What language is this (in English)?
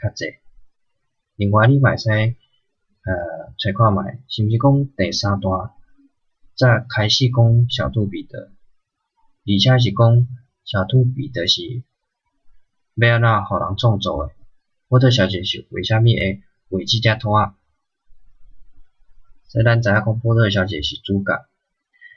Min Nan Chinese